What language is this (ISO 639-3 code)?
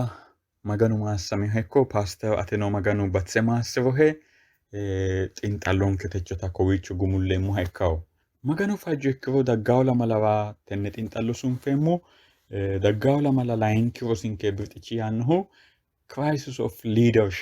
sid